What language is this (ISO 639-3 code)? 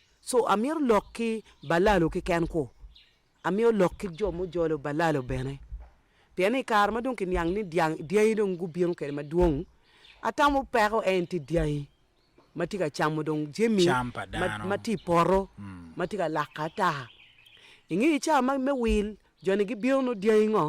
ach